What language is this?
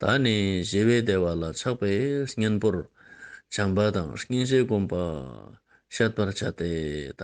Ladakhi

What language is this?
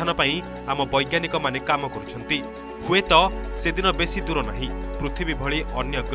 Odia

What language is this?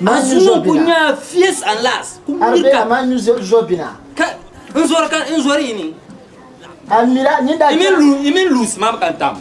Dagbani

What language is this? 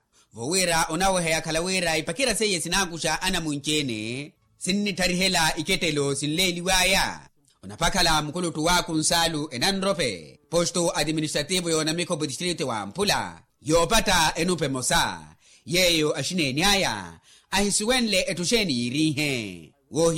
Makhuwa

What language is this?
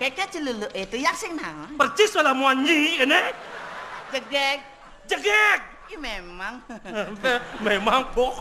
Balinese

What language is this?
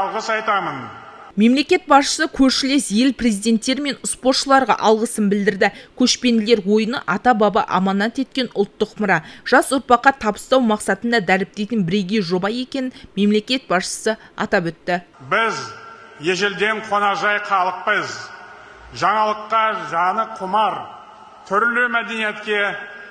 Kazakh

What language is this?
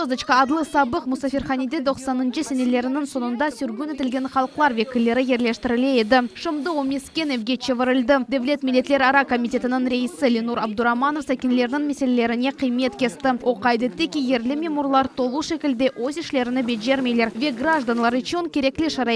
Crimean Tatar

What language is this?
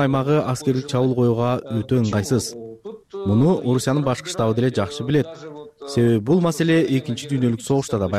Kyrgyz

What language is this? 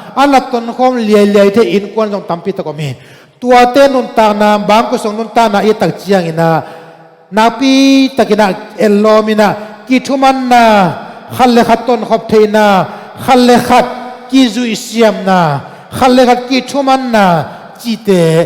Tedim Chin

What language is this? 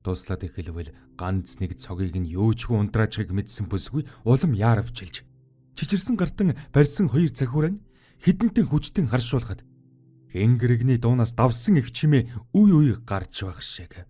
Mongolian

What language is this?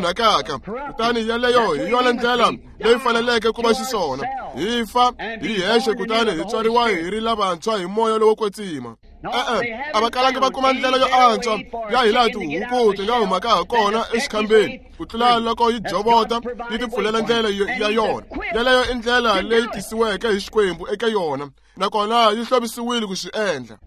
Tsonga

